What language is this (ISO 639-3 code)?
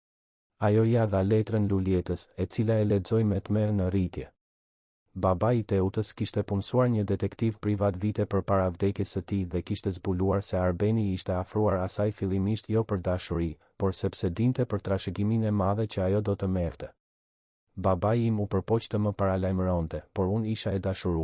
sqi